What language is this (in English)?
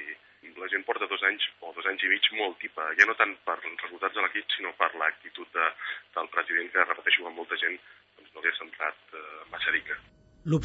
Catalan